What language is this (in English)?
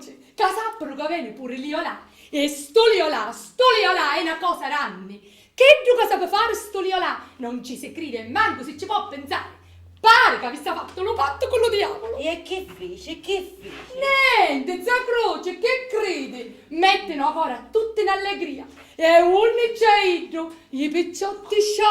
Sicilian